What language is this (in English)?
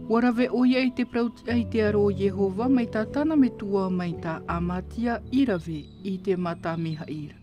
Tahitian